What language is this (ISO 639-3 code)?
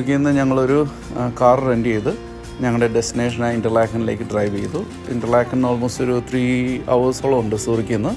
mal